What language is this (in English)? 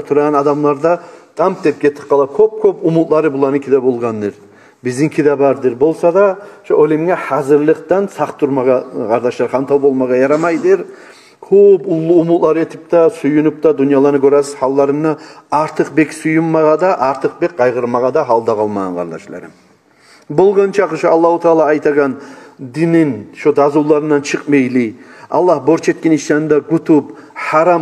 Kumyk